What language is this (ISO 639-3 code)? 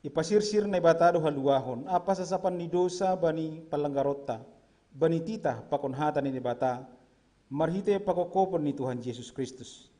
bts